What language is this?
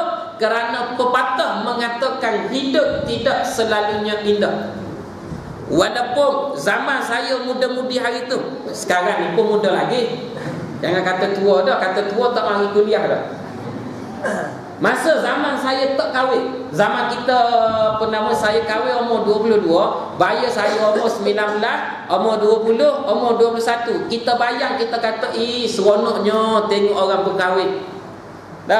Malay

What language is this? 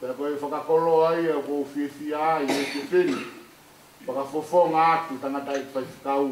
Tongan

